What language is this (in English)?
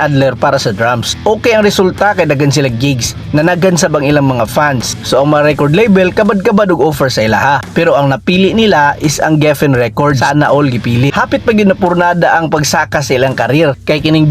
Cebuano